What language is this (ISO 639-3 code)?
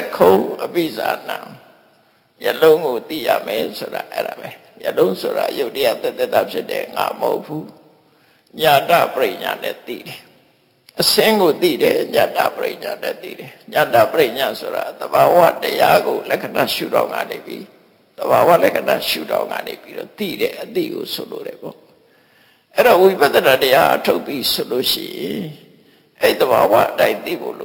mya